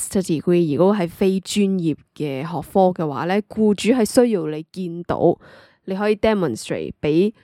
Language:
Cantonese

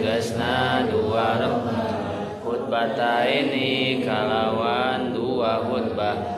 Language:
Sundanese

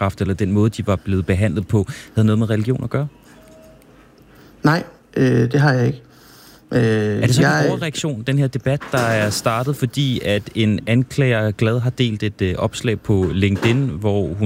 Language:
Danish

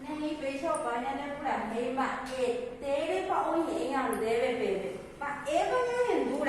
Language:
Guarani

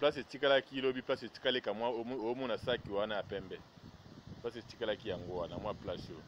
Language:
Lingala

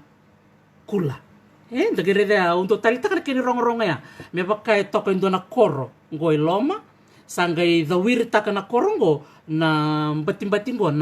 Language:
Fijian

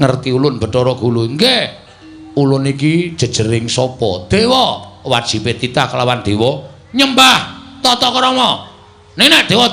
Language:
Javanese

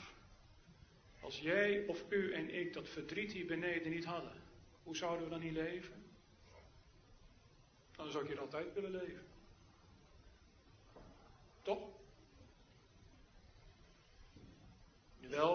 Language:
Dutch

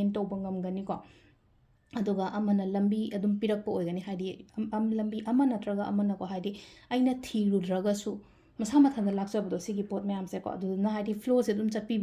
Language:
Manipuri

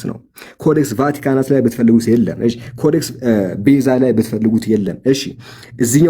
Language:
Amharic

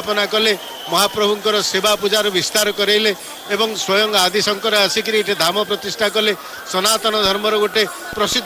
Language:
Odia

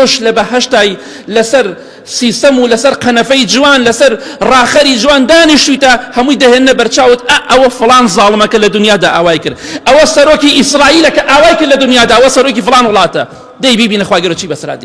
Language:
Central Kurdish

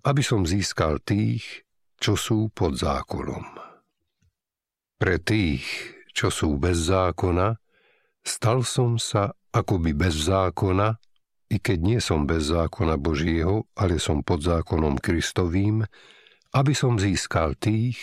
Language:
Slovak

